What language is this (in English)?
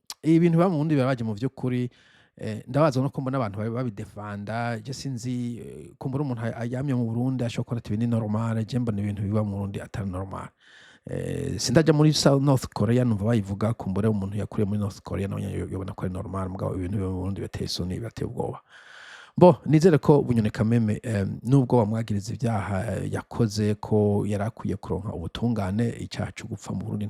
Rundi